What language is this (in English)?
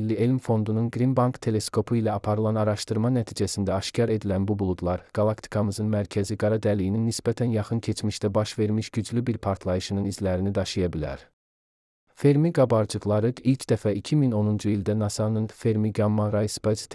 Azerbaijani